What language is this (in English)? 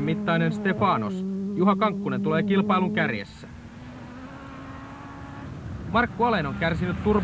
Finnish